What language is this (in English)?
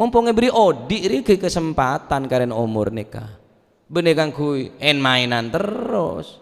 Madurese